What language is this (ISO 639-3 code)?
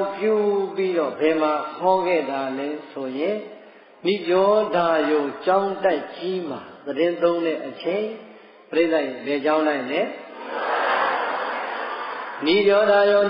mya